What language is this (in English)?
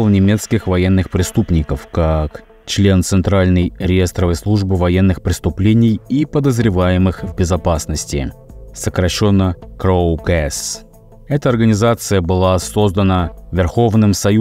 Russian